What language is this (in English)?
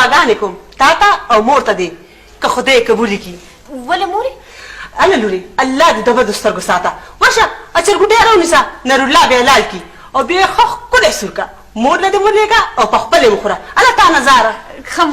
Pashto